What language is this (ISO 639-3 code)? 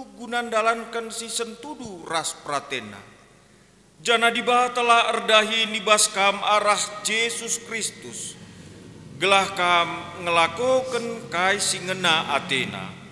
btx